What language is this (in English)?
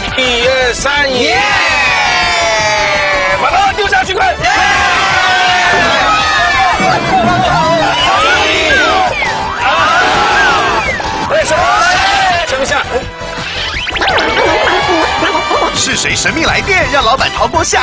Chinese